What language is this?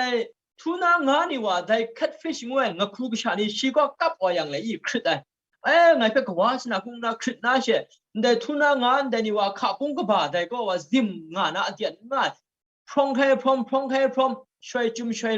Kachin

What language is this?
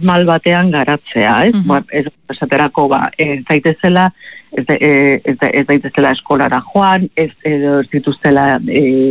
Basque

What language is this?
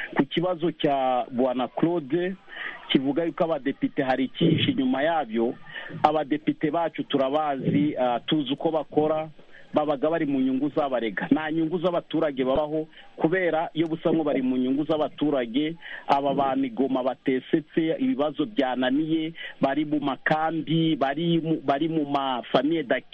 Kinyarwanda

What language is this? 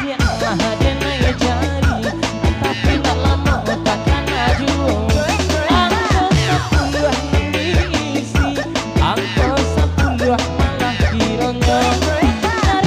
Minangkabau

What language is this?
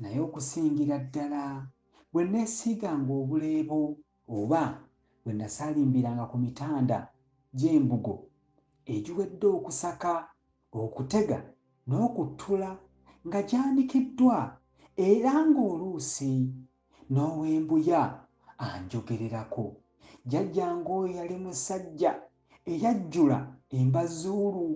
Ganda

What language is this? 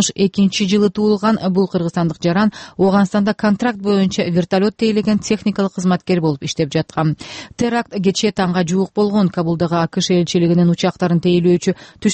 Kyrgyz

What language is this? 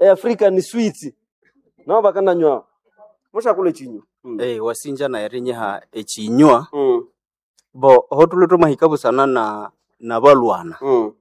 Nande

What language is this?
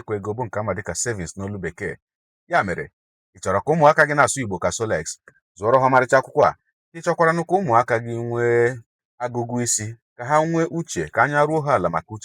Igbo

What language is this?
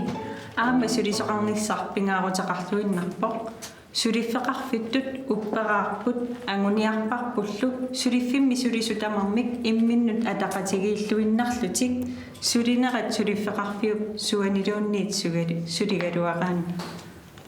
Kalaallisut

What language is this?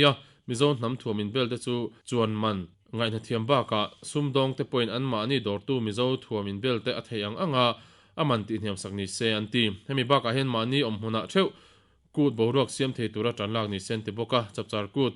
Mizo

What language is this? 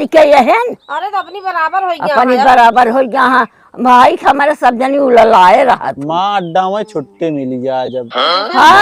Awadhi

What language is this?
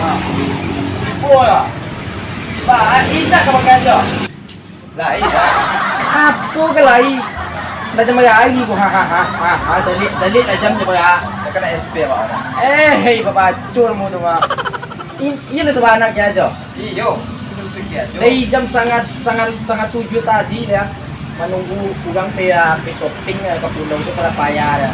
Minangkabau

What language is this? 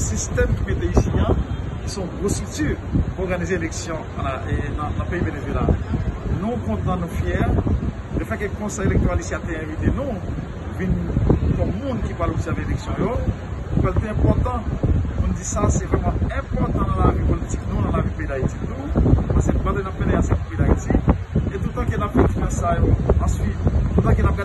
Haitian Creole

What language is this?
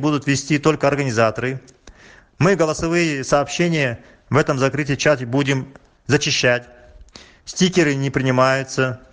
Russian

